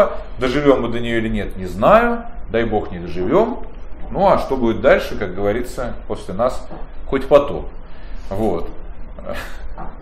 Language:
Russian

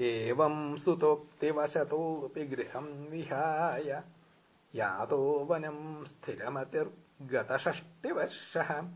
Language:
Sanskrit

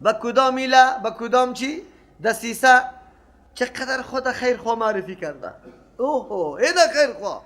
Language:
Persian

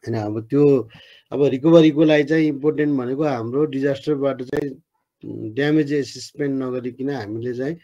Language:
Nepali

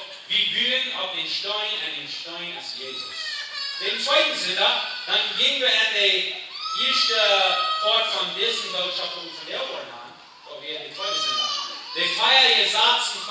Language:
Plautdietsch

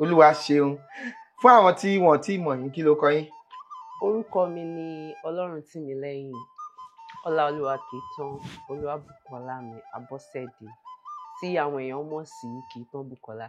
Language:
Yoruba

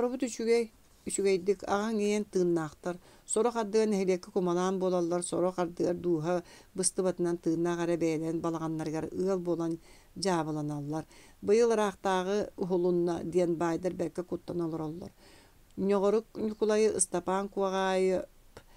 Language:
Yakut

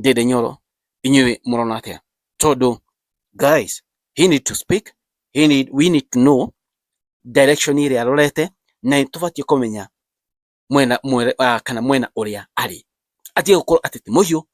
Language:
Kikuyu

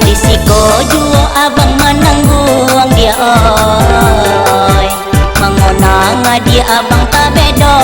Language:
Minangkabau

